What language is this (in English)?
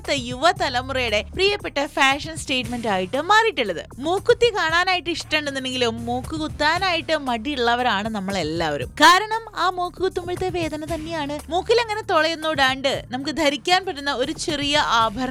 Malayalam